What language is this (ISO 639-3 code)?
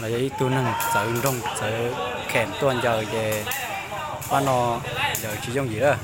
hmn